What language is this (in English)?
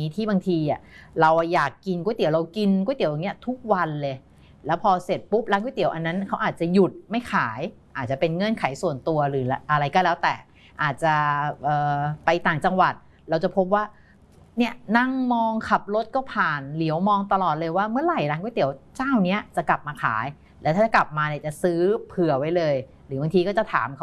Thai